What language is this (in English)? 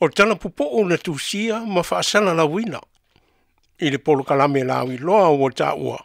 Samoan